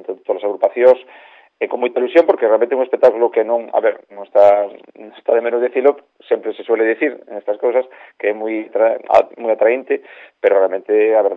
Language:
Galician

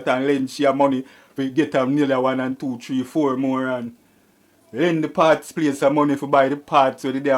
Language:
Jamaican Creole English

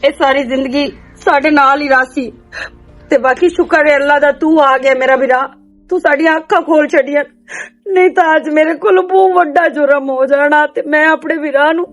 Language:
Western Panjabi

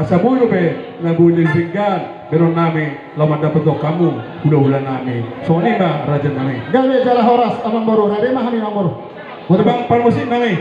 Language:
Batak Toba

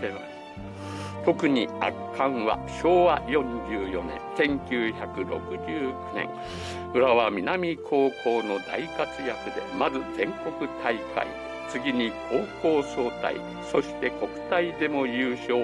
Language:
Japanese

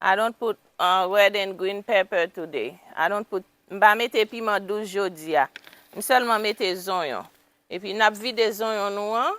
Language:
Haitian Creole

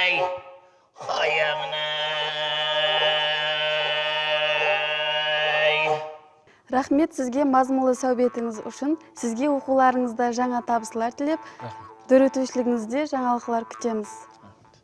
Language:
Kara-Kalpak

